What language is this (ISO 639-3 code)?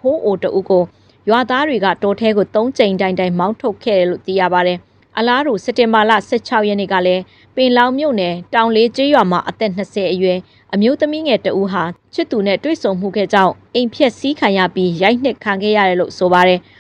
mya